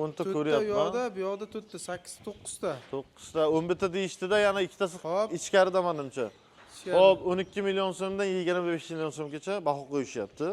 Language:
Uzbek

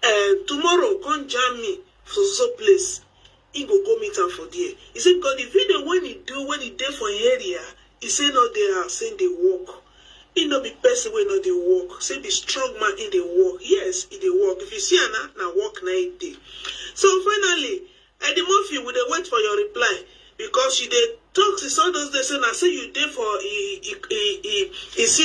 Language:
Nigerian Pidgin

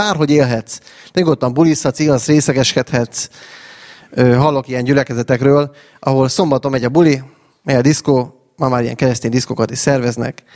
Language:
Hungarian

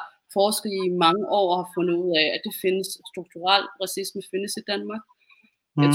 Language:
Danish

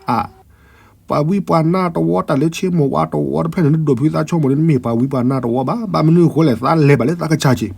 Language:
S'gaw Karen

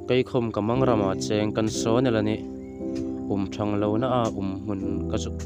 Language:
Hmar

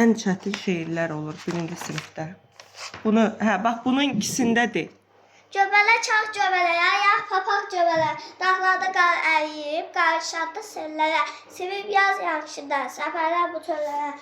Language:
Azerbaijani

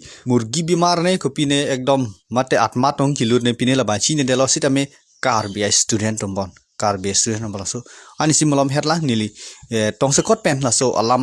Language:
Karbi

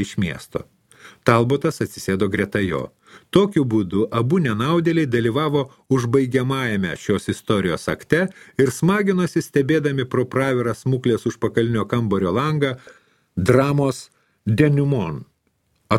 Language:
Lithuanian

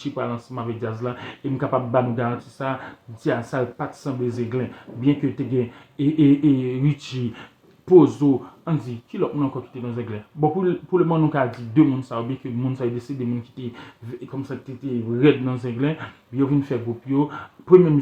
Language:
Haitian Creole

